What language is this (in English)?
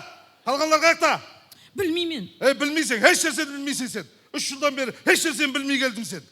Kara-Kalpak